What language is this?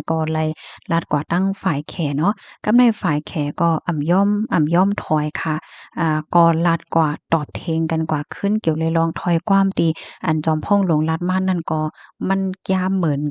Shan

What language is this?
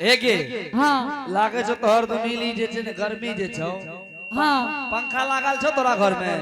Angika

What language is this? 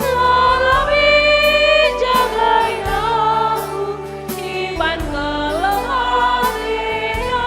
Batak Karo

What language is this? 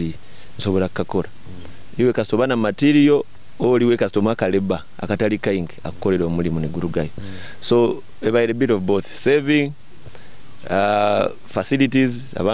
Nyoro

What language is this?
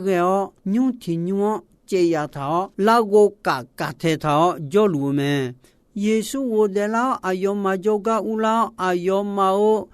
Akha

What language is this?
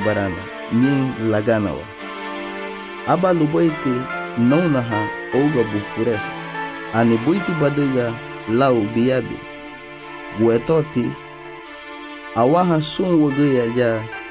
Garifuna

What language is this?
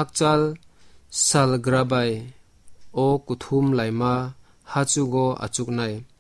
Kok Borok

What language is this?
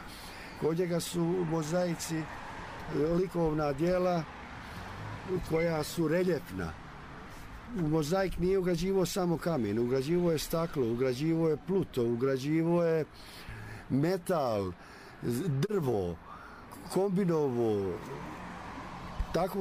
Bosnian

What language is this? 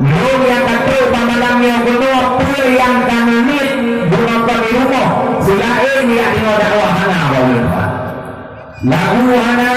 Achinese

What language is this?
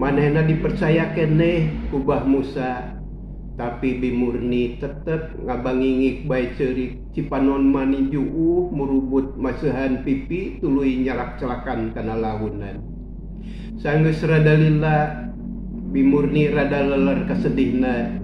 Sundanese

